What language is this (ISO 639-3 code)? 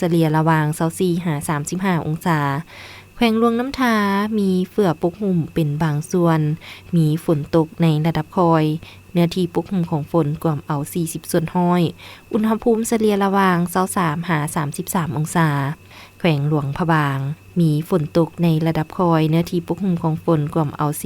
lao